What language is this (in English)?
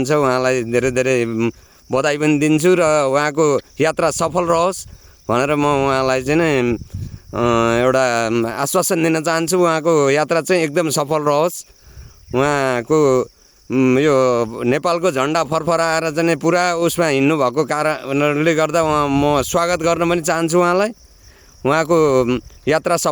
Nepali